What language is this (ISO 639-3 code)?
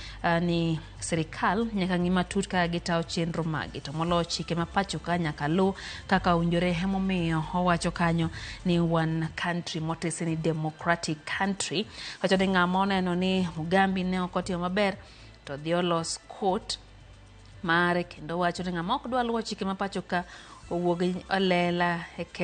luo